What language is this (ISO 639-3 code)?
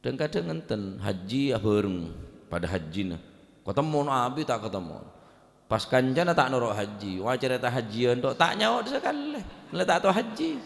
mad